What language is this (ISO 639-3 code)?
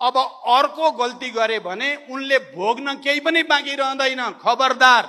nep